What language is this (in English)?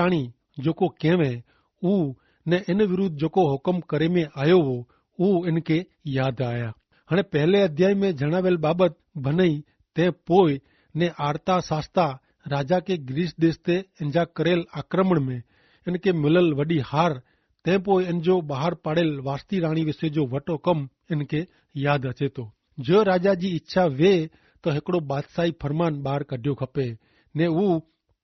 Kachhi